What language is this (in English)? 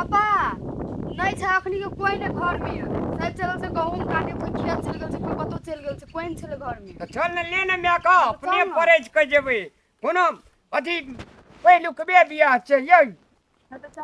Maithili